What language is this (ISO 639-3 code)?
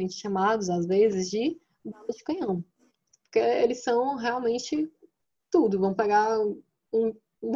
por